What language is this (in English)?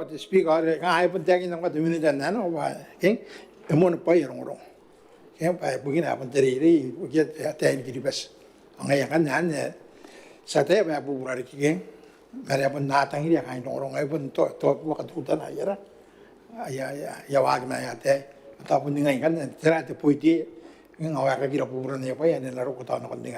Gilbertese